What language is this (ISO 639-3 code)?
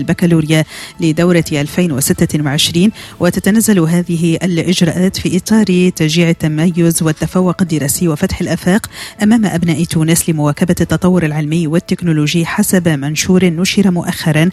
aeb